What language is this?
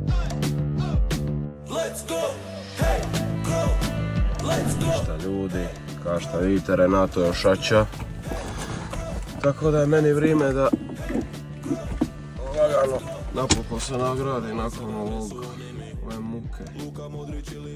Croatian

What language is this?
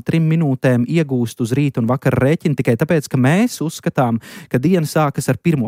Latvian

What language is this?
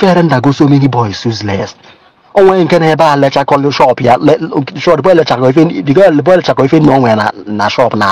Igbo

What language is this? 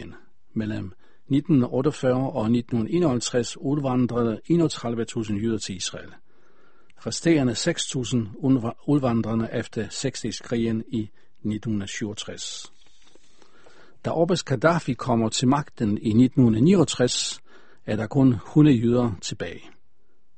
Danish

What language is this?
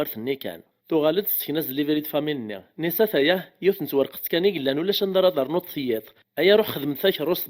Kabyle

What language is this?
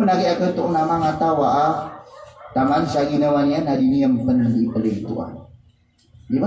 Maranao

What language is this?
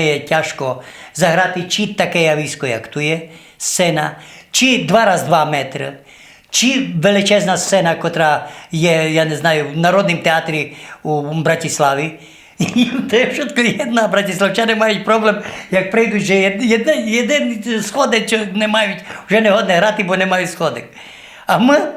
Rusyn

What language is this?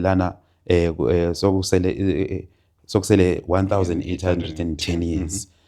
Zulu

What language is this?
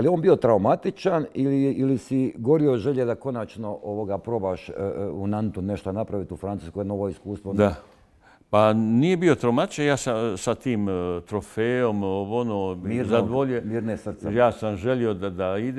Bosnian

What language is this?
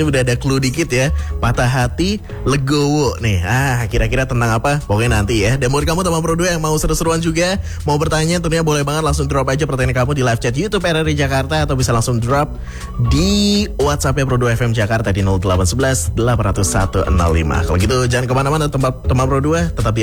Indonesian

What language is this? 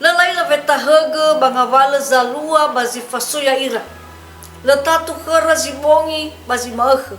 Nias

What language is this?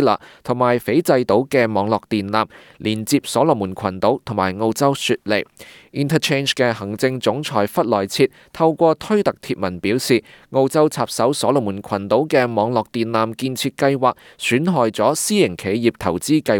Cantonese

